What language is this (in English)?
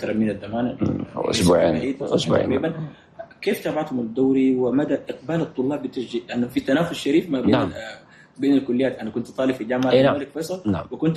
Chadian Arabic